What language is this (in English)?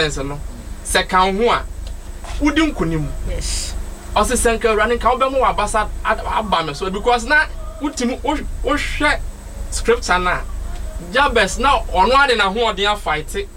Akan